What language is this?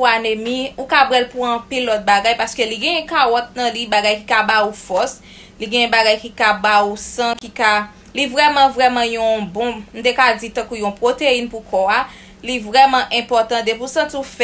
Haitian Creole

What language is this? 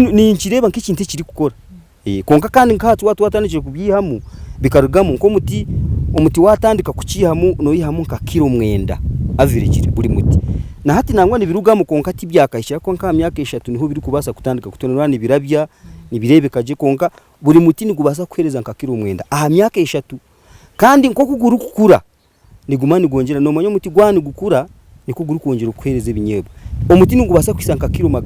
Nyankole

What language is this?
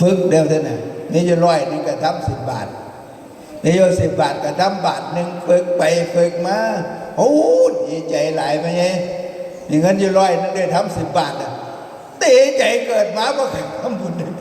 Northeastern Thai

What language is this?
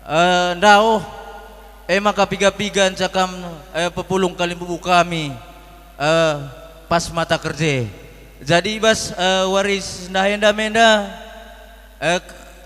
Batak Karo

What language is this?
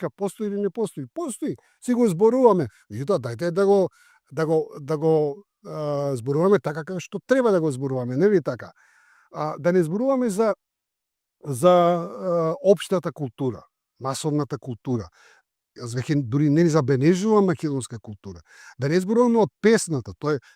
Macedonian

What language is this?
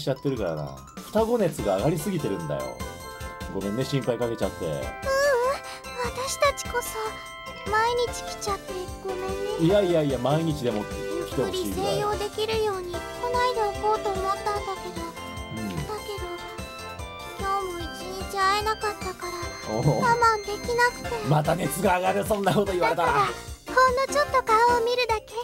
Japanese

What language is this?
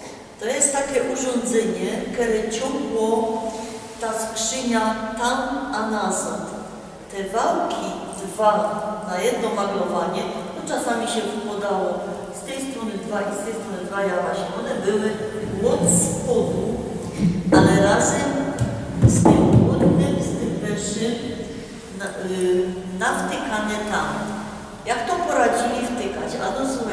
Silesian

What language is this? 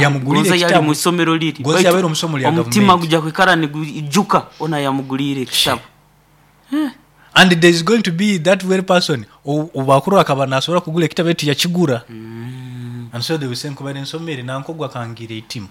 Nyoro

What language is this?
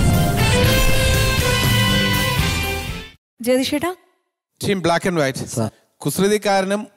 Malayalam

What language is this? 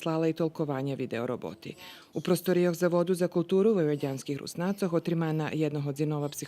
Rusyn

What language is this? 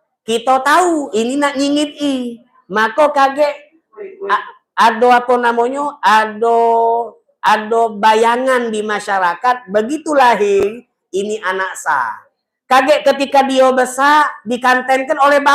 Musi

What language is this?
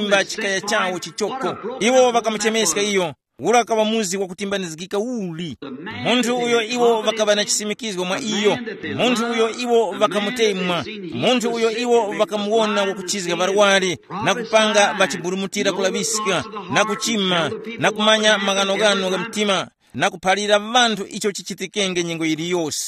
Tumbuka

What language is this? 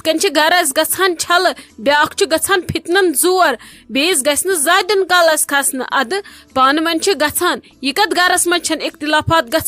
Kashmiri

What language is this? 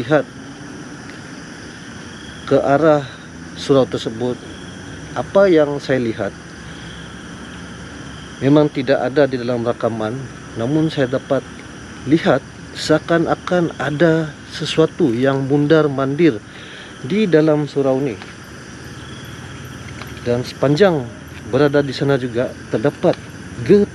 Malay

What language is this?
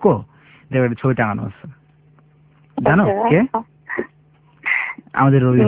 Bangla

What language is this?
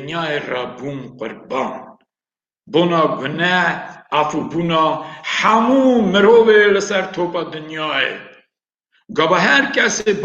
Kurdish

